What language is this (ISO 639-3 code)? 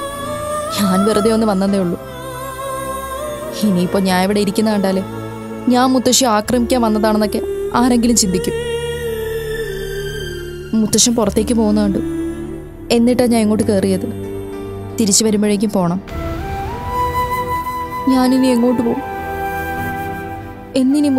mal